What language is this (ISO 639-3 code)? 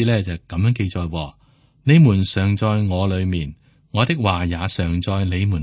yue